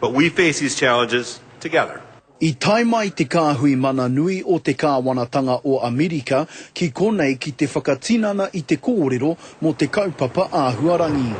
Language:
Māori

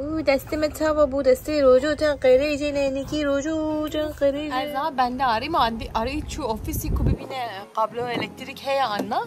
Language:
Kurdish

